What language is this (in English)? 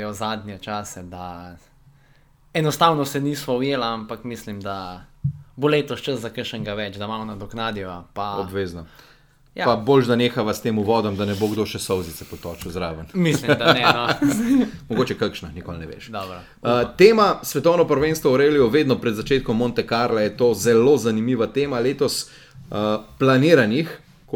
Slovenian